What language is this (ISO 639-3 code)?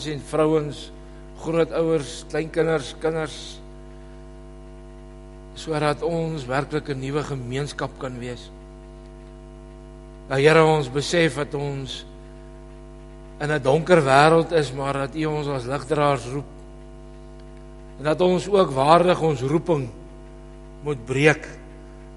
afr